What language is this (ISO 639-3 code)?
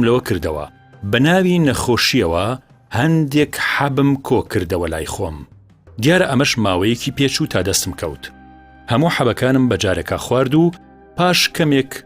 ckb